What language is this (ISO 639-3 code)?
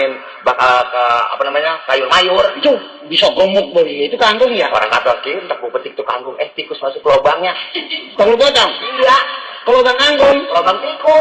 bew